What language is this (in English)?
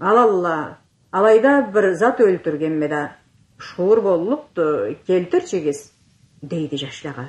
Karachay-Balkar